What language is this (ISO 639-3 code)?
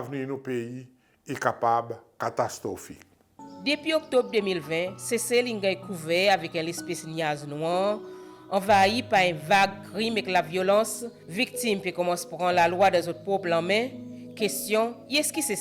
crs